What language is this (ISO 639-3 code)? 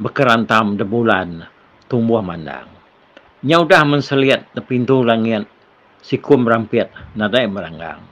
iba